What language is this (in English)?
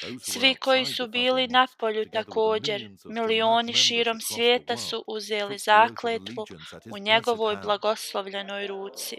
Bosnian